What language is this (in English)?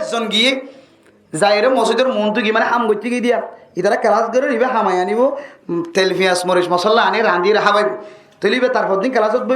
Rohingya